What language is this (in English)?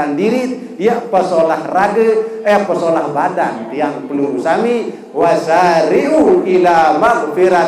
Sasak